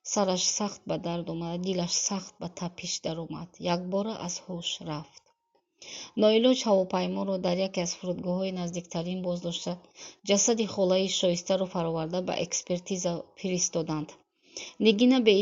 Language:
Tajik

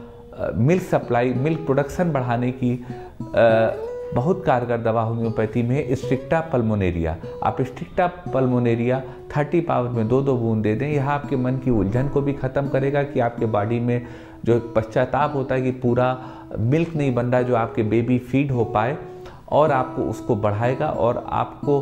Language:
Hindi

